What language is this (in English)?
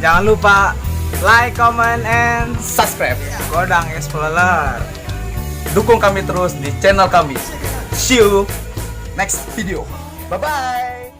Betawi